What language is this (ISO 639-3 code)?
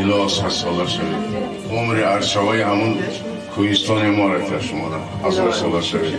tgk